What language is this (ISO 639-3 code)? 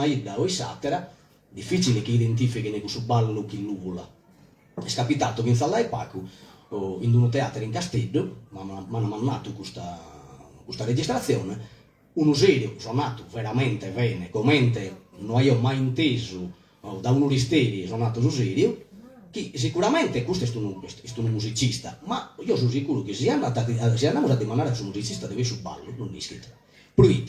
srd